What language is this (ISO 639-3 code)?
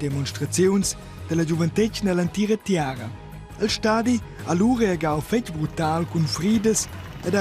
roh